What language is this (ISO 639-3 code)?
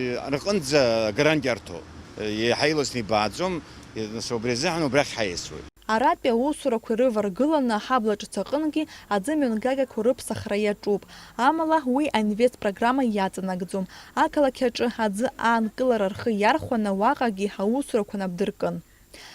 abk